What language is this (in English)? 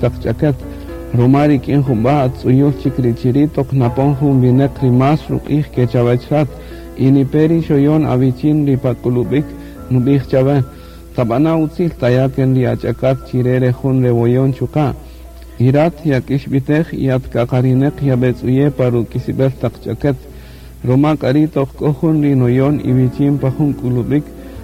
Kaqchikel